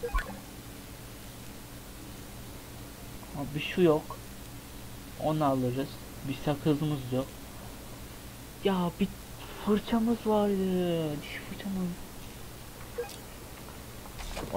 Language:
Turkish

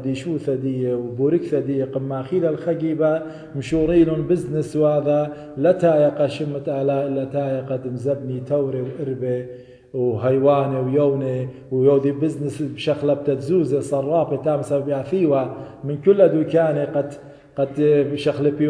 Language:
Assyrian Neo-Aramaic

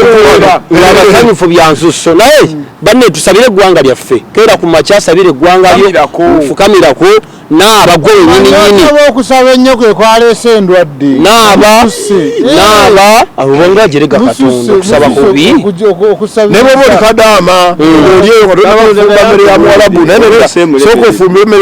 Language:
Ganda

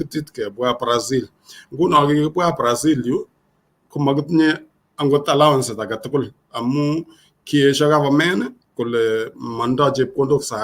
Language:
Kalenjin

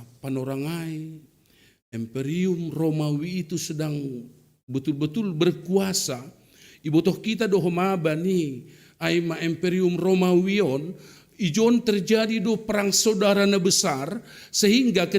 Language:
Batak Simalungun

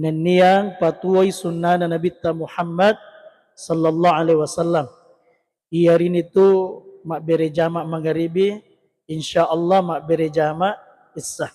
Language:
Buginese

